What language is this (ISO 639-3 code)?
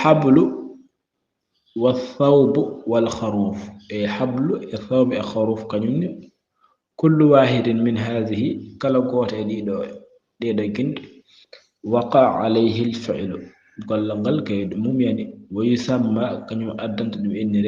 ful